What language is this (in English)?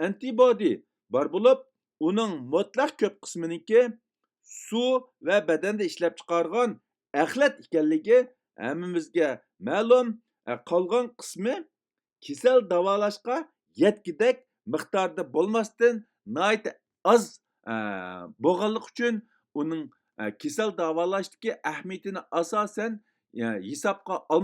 Uyghur